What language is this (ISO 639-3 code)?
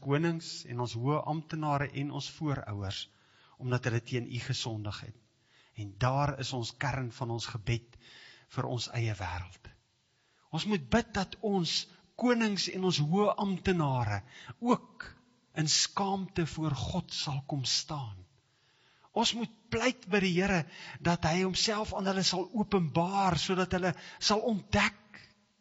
afr